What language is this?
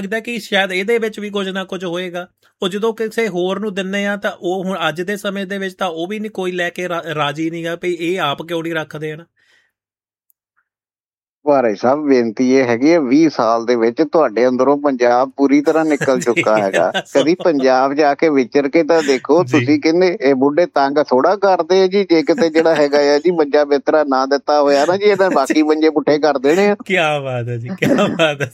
Punjabi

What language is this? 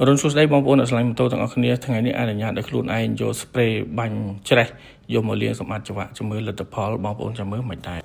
Khmer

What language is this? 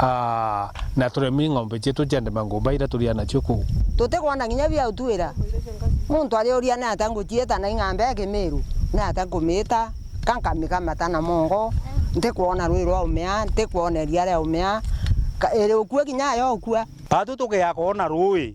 Meru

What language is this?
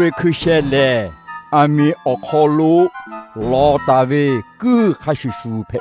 Lahu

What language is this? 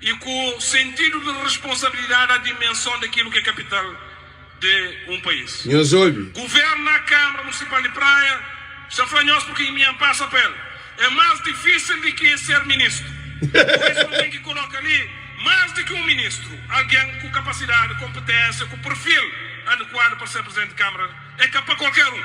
Kabuverdianu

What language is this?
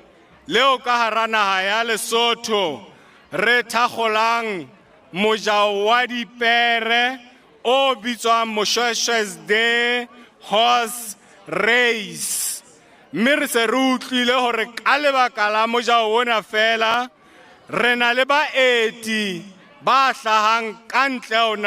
Southern Sotho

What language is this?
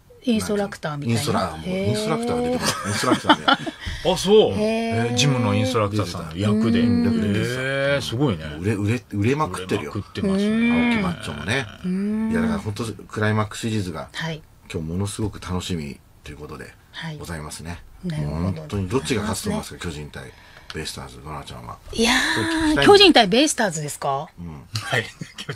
Japanese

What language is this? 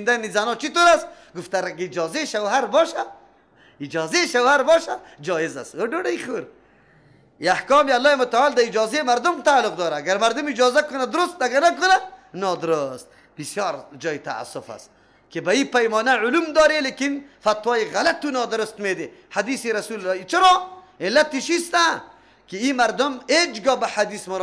Persian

